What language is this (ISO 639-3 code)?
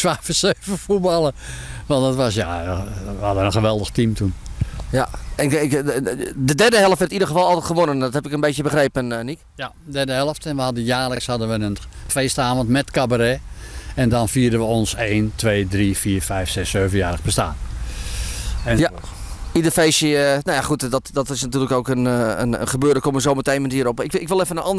nld